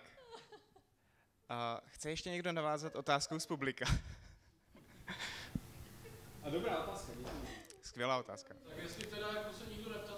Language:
Czech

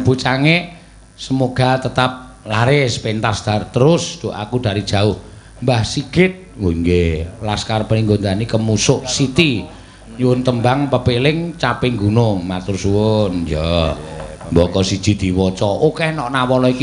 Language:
Javanese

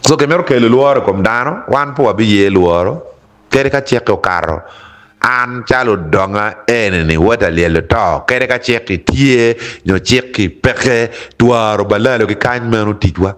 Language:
Acoli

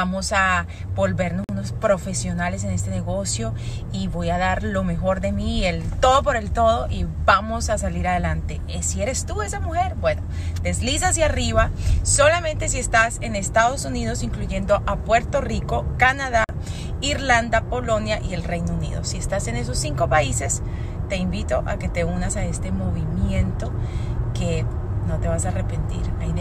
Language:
Spanish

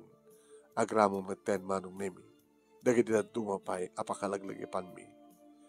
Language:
Iloko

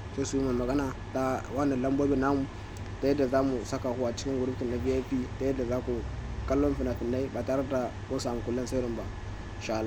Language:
Hausa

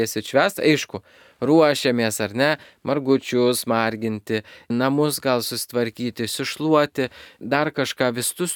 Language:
Lithuanian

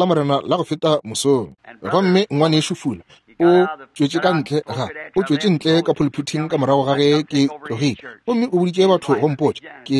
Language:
Northern Sotho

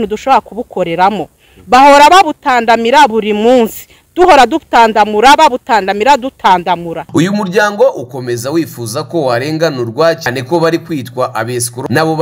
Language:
Kinyarwanda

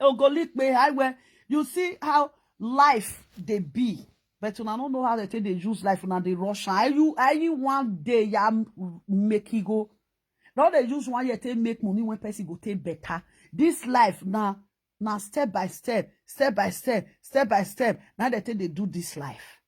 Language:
Nigerian Pidgin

